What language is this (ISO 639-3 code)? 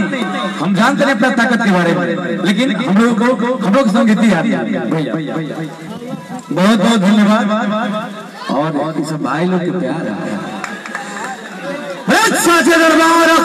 bho